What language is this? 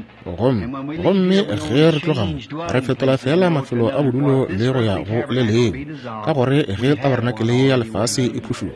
Northern Sotho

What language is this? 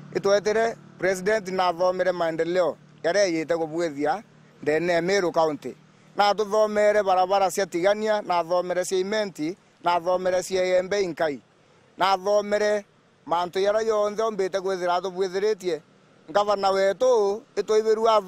Meru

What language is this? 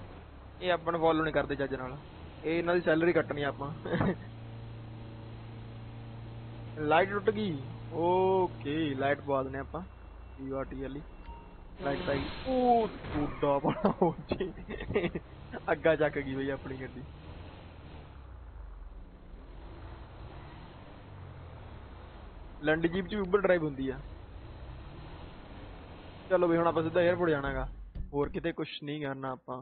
Punjabi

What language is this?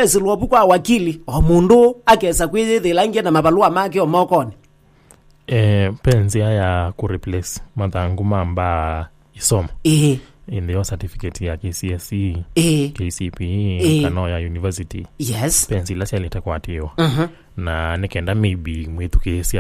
Kamba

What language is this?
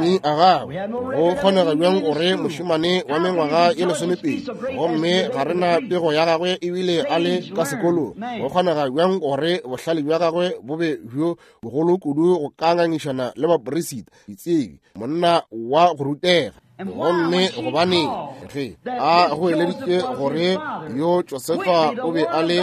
Northern Sotho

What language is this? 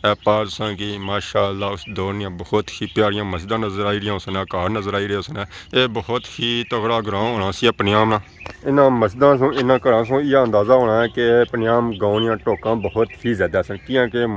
Pahari-Potwari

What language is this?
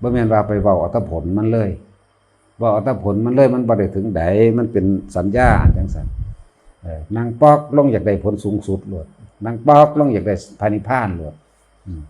Northeastern Thai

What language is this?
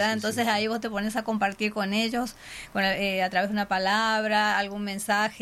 Spanish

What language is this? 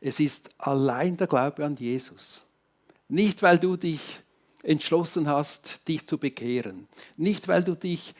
Swiss German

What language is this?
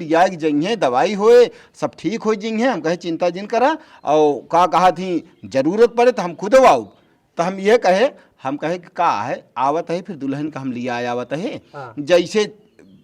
Awadhi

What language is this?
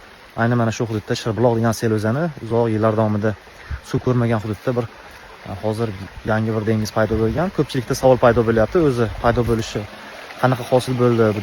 Uzbek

